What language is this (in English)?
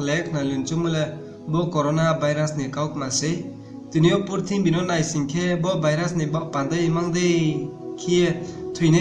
Riang (India)